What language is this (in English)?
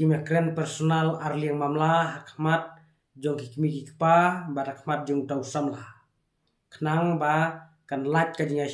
Khasi